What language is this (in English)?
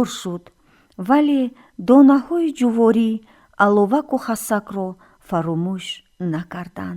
Tajik